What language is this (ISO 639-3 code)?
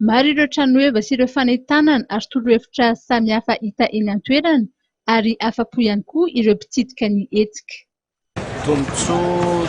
mlg